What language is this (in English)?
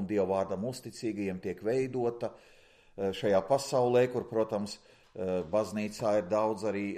Latvian